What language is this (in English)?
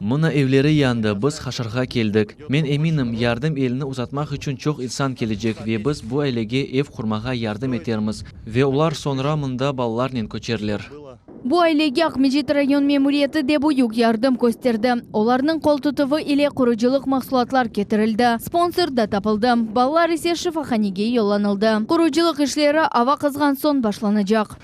Crimean Tatar